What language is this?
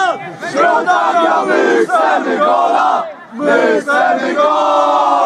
Polish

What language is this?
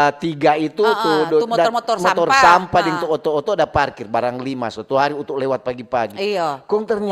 Manado Malay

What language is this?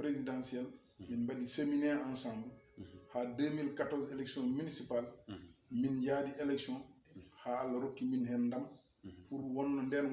Fula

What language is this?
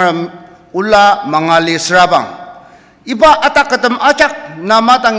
Ao Naga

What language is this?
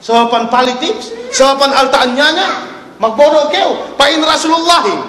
Yakan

